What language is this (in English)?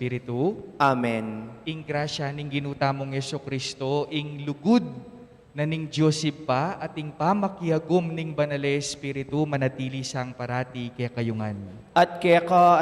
Pampanga